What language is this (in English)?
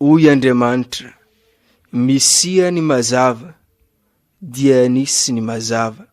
Malagasy